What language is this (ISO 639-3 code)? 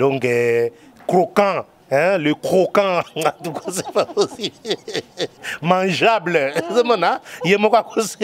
lin